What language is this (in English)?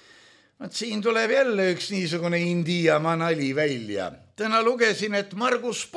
Estonian